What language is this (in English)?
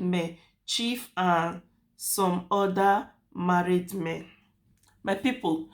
Nigerian Pidgin